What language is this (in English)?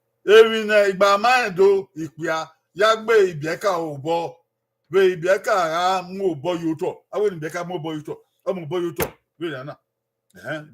Bini